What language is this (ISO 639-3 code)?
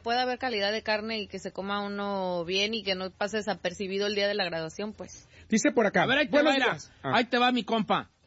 spa